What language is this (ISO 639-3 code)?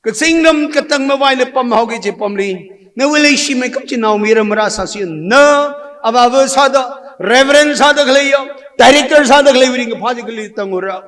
nmf